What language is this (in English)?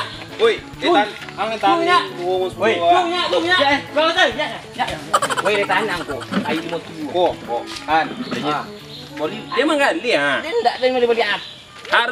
Minangkabau